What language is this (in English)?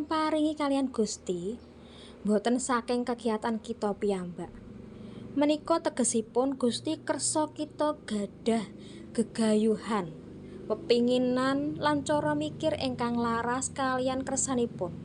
Javanese